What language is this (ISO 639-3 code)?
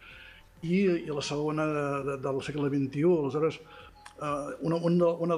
cat